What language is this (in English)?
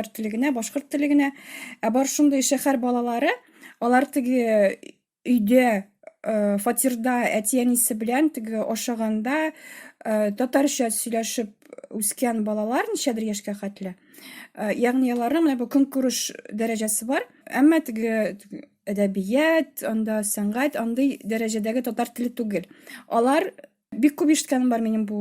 Tatar